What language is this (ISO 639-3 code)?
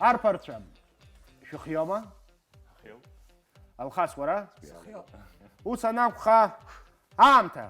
abk